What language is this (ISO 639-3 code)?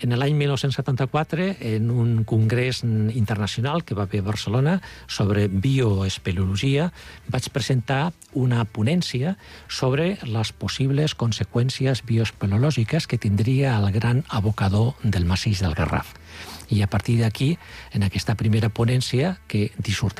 cat